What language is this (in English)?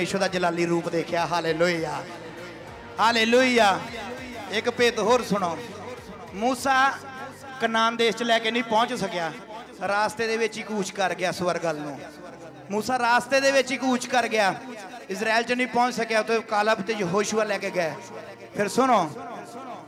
Punjabi